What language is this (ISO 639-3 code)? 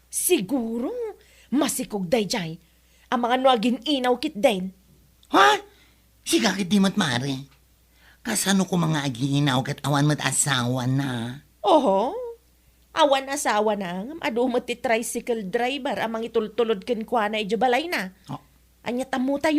ilo